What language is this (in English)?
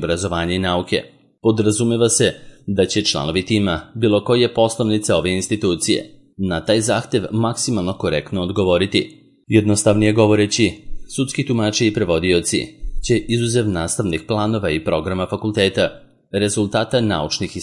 Serbian